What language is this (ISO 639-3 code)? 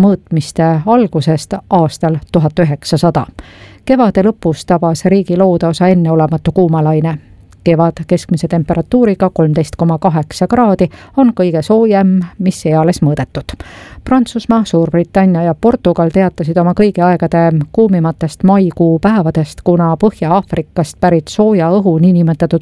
est